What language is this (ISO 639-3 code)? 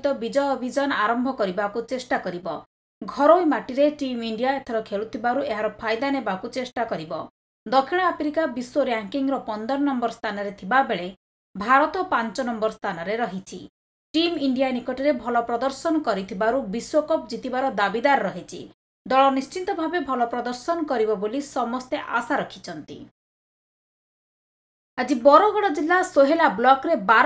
ori